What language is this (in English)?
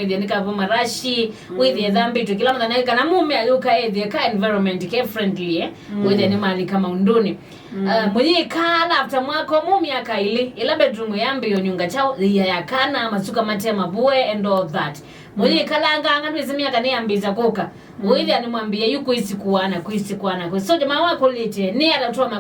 Kamba